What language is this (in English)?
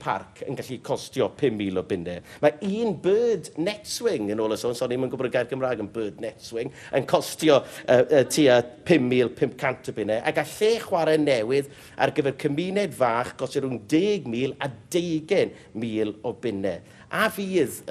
Welsh